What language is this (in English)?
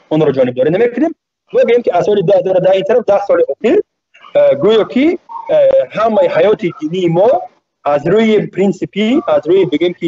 Tajik